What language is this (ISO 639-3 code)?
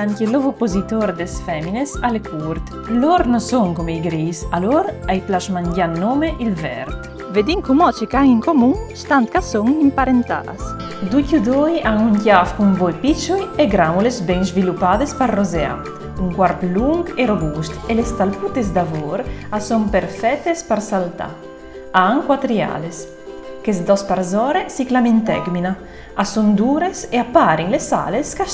fur